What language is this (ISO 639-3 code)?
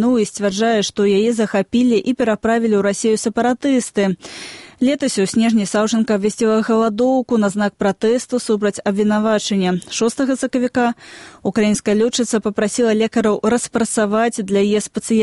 bel